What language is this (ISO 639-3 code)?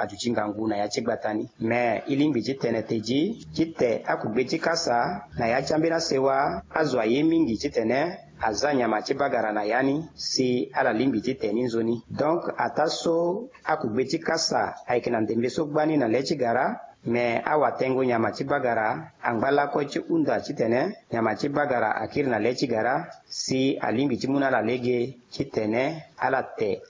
sag